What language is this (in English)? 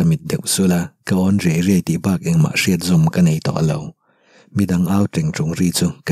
Mizo